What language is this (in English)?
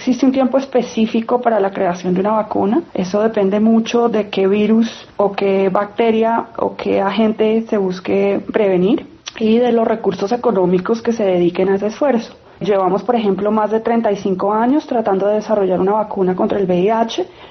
Spanish